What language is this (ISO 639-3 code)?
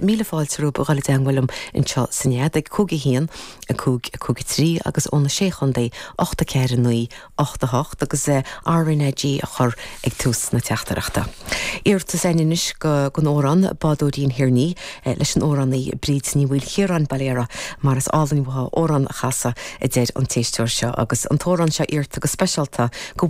gle